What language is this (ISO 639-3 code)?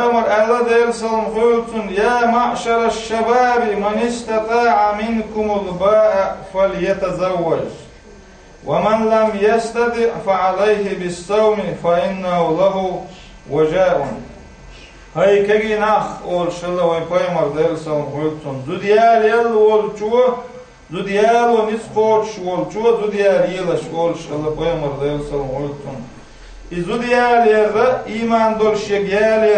che